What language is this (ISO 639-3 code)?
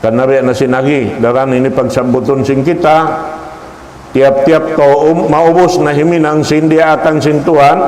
tsg